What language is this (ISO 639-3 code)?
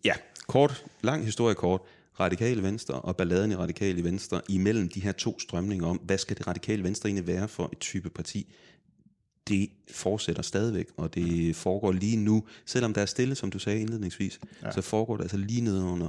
dan